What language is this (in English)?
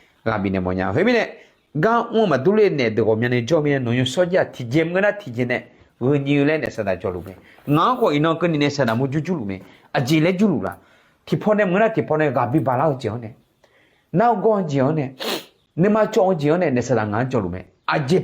Akha